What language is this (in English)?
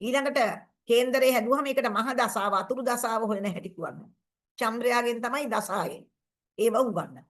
Sinhala